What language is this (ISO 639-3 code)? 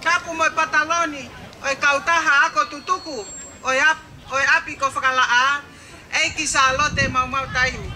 ton